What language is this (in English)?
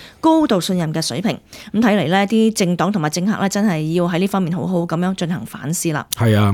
Cantonese